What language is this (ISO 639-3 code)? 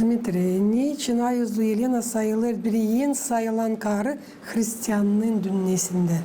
gag